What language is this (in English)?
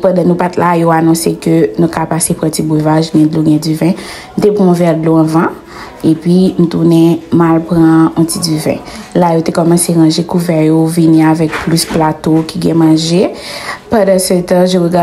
Haitian Creole